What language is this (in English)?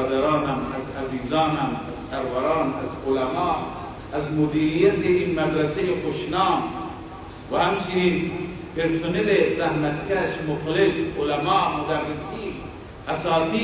Persian